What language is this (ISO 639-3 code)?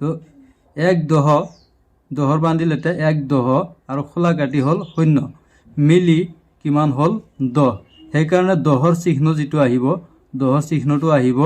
asm